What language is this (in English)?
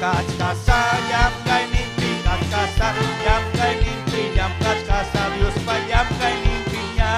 Ayacucho Quechua